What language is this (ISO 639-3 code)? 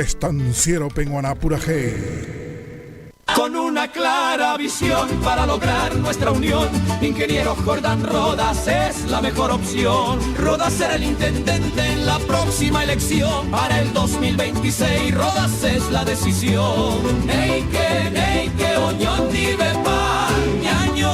grn